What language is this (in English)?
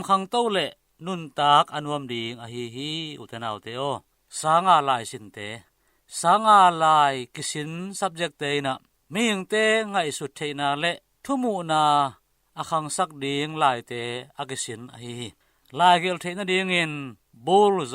Tedim Chin